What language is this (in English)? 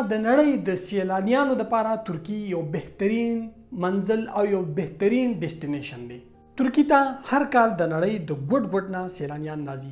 Pashto